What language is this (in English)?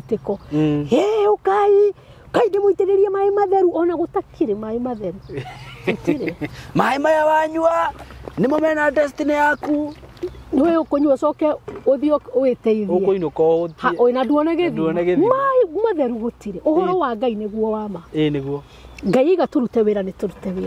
Kikuyu